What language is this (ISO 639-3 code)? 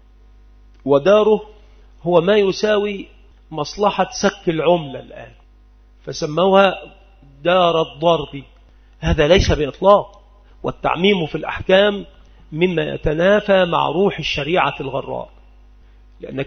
ara